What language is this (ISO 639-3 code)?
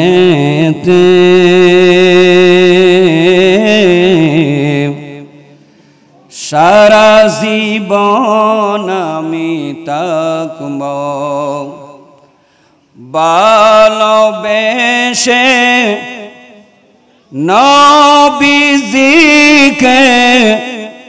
ben